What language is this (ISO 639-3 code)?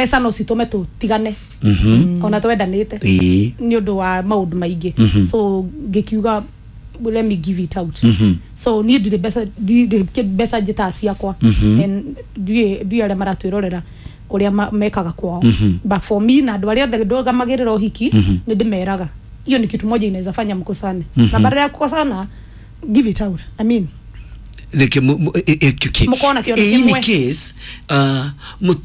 kik